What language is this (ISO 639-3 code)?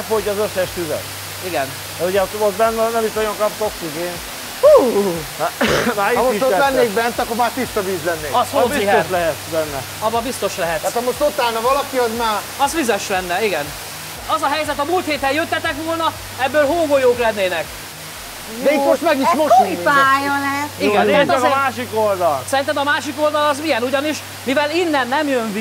hun